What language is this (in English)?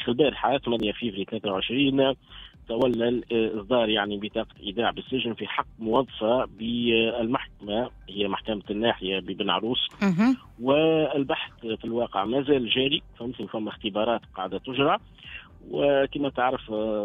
Tunisian Arabic